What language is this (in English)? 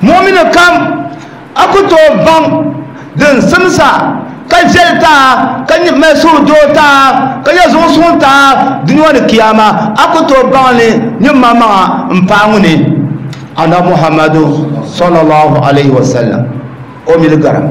Dagbani